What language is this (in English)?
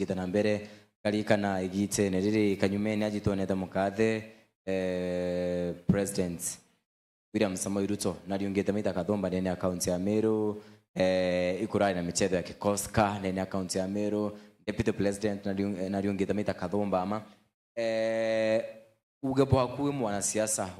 Meru